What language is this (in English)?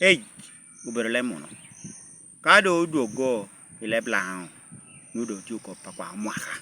Lango (Uganda)